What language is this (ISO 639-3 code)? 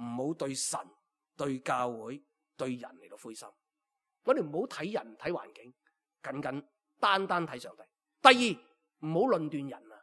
yue